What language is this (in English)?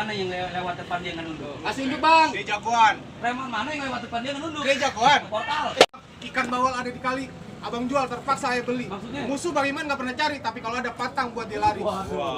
Betawi